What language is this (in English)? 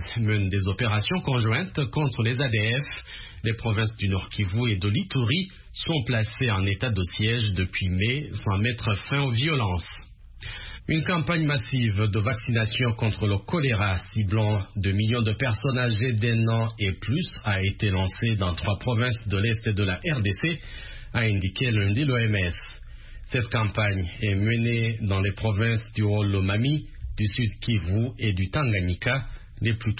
French